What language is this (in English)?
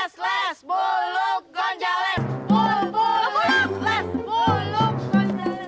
Betawi